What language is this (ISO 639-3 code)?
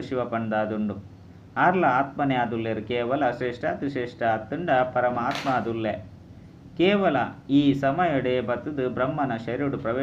tcy